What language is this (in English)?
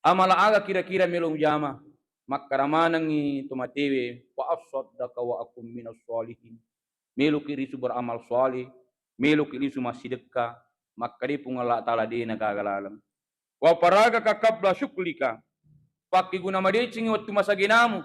Buginese